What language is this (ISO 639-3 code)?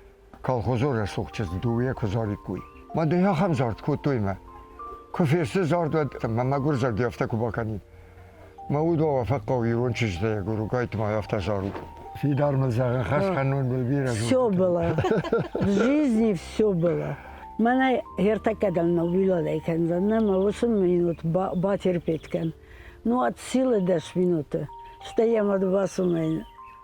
oss